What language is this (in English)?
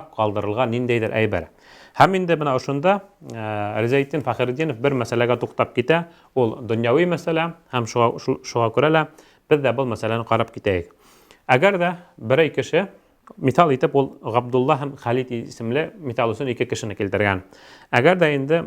Bashkir